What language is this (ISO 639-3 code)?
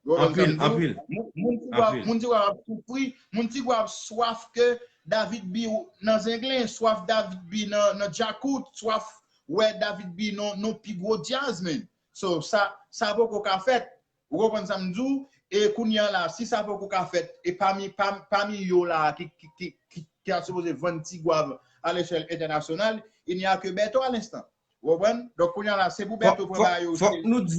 hat